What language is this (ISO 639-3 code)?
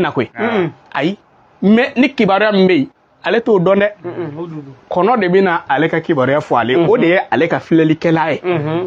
bam